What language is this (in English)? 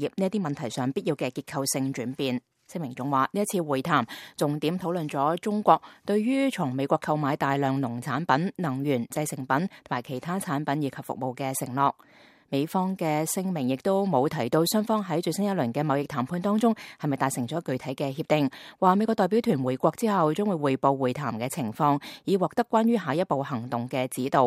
Cantonese